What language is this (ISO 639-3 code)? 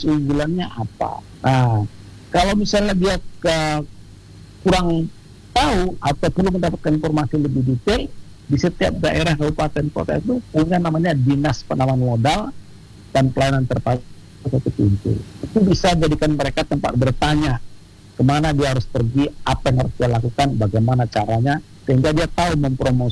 ind